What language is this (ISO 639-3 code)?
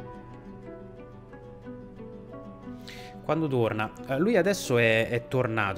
ita